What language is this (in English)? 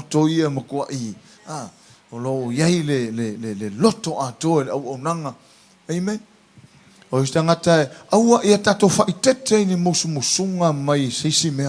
Samoan